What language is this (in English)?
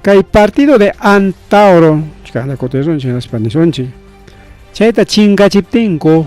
Ayacucho Quechua